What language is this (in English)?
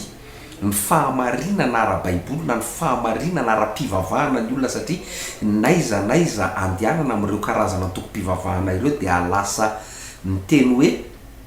Malagasy